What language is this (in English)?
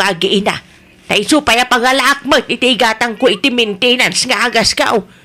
Iloko